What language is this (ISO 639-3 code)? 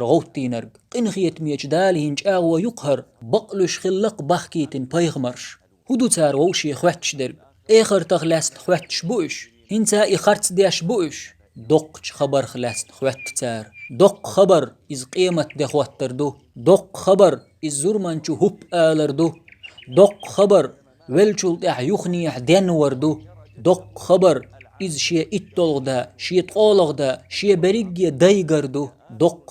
che